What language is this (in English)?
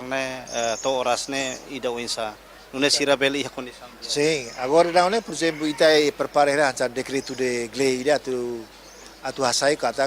Tetum